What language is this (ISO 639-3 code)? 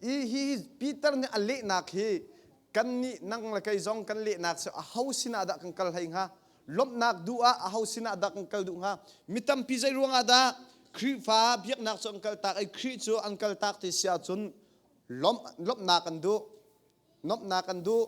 cnh